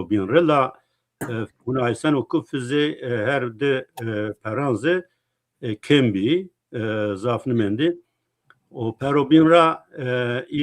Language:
Zaza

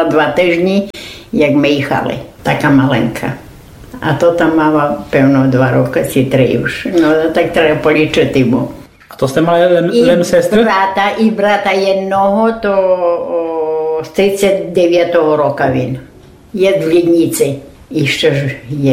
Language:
Rusyn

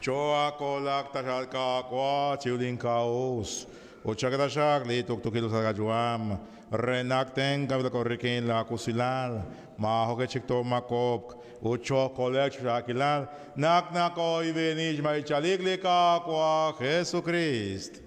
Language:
Kekchí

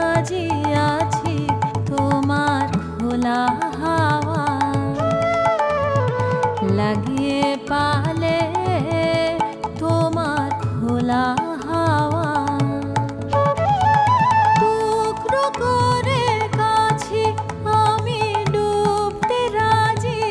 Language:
Bangla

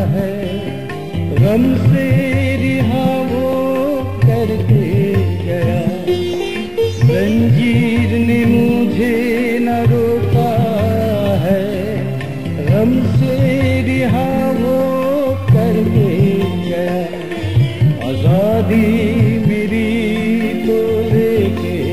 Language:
Hindi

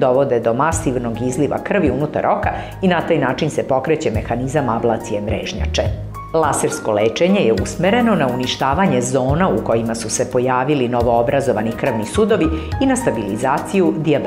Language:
Serbian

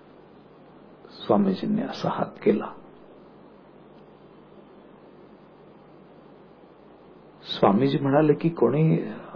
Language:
Marathi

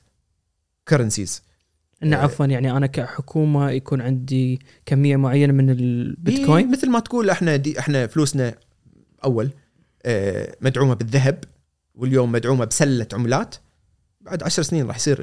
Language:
Gulf Arabic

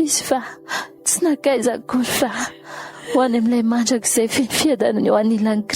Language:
Malagasy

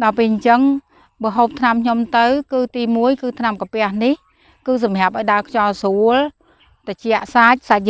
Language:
Khmer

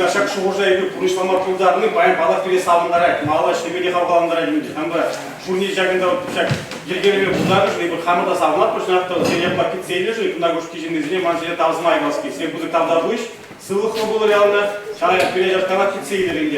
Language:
Chuvash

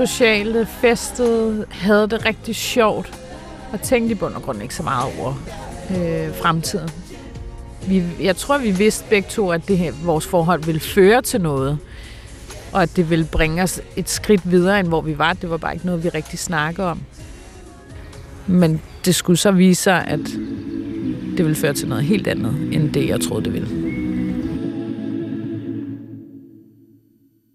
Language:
Danish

